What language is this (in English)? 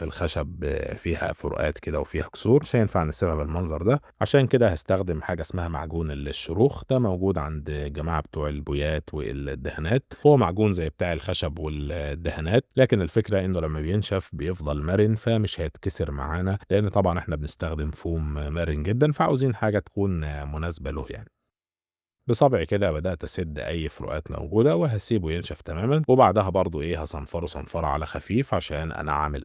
Egyptian Arabic